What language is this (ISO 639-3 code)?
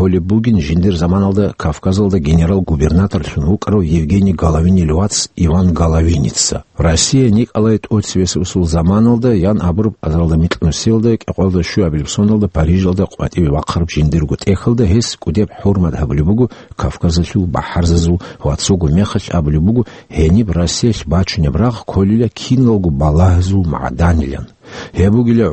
ava